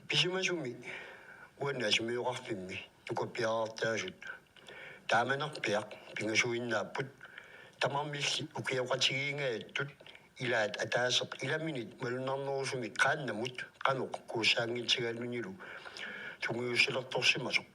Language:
Kalaallisut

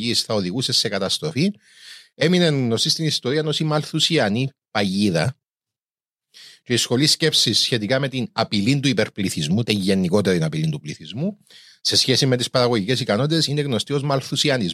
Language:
Greek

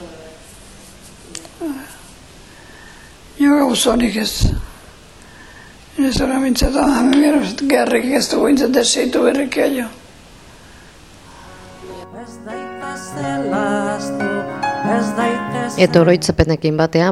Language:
Basque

